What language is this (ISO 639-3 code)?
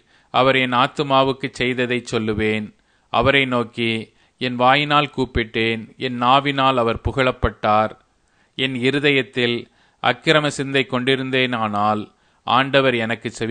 tam